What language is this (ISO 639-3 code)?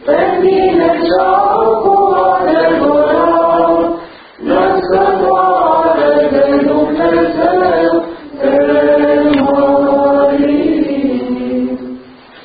ron